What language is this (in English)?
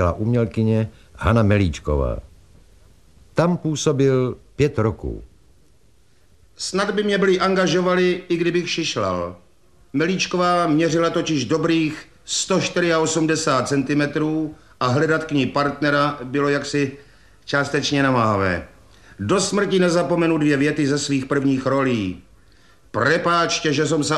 Czech